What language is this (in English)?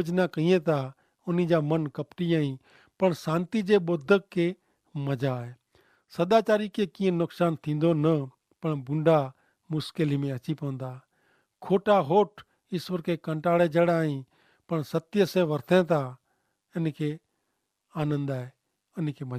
Kachhi